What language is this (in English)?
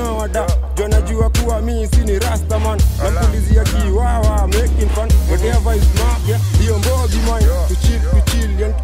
Swahili